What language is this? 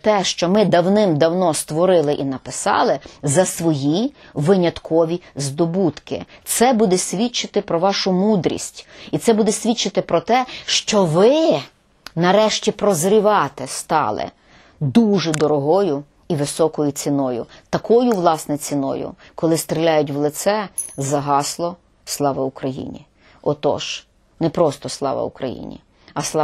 Ukrainian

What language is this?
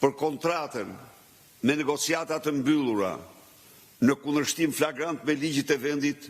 Albanian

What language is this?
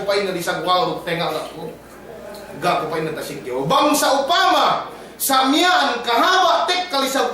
Yakan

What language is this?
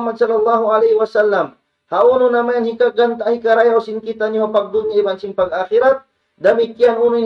Tausug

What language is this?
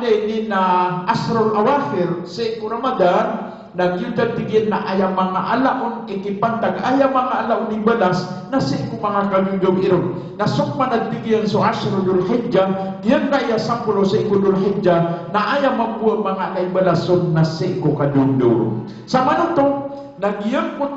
Maranao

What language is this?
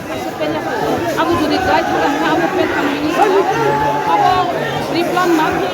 Kok Borok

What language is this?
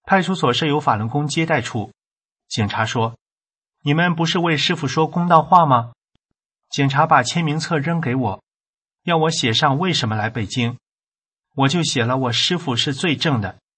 Chinese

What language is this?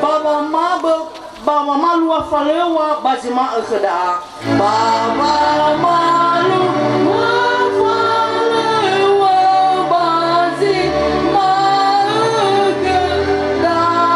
Nias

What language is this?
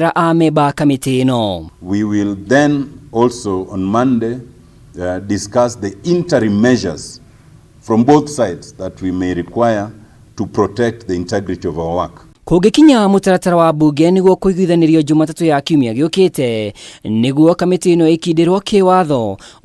Kikuyu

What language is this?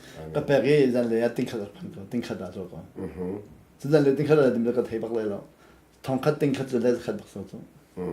Hakha Chin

